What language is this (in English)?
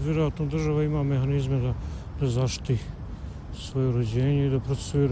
Bosnian